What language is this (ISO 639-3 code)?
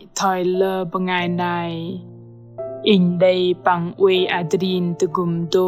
bdq